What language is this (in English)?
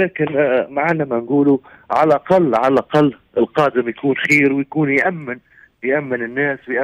Tunisian Arabic